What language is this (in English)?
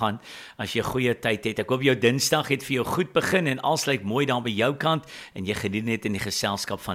Afrikaans